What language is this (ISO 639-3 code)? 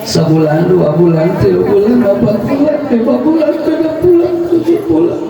sun